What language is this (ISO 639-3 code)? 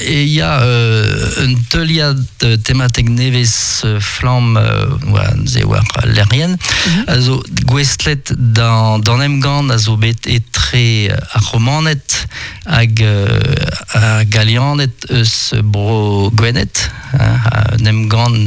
bre